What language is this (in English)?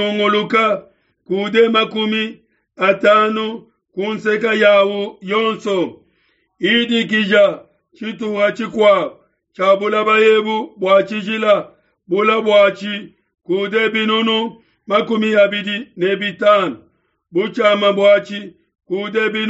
Luba-Lulua